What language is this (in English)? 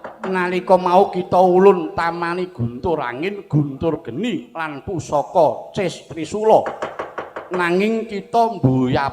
Javanese